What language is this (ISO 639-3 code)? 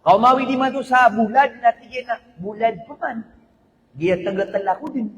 mrw